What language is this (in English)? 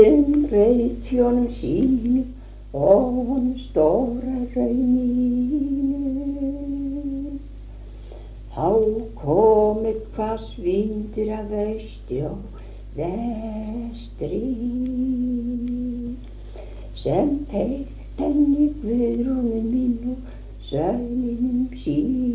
Icelandic